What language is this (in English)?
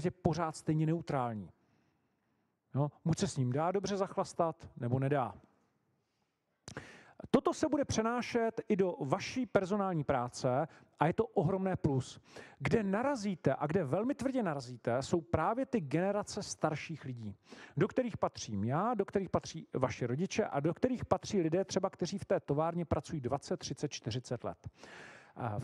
Czech